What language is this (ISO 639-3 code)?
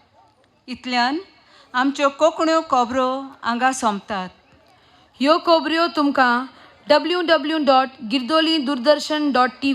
kok